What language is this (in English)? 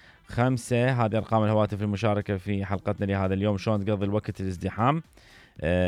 Mesopotamian Arabic